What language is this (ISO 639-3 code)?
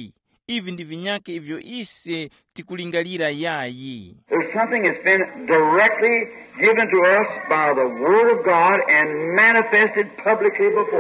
tum